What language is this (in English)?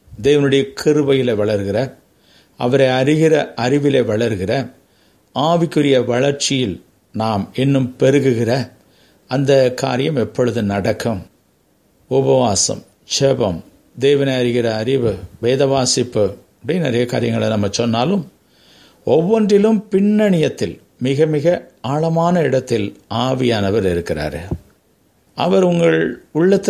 Tamil